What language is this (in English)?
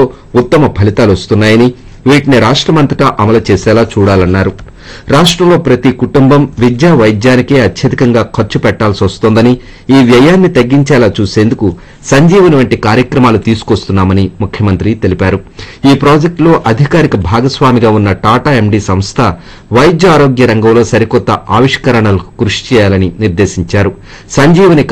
Telugu